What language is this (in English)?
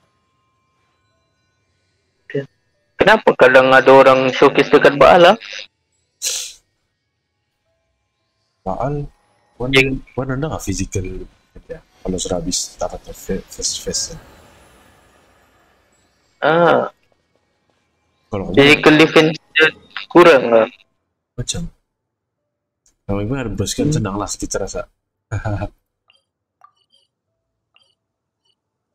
Malay